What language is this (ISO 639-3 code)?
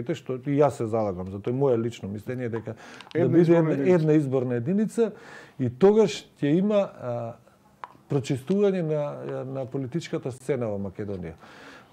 mkd